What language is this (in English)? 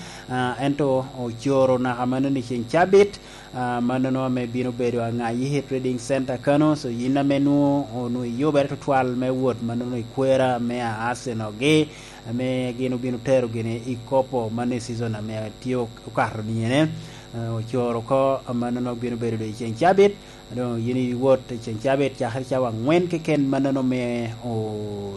Lango (Uganda)